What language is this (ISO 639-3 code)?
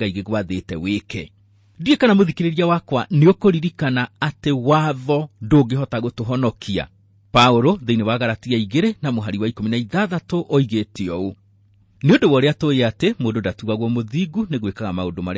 kik